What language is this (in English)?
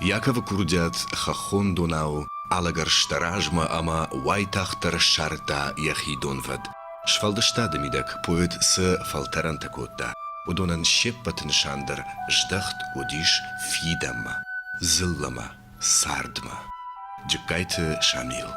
Ossetic